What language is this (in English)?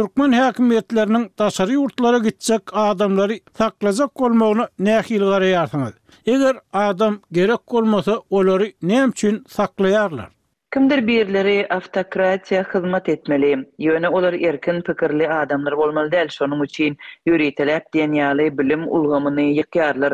Turkmen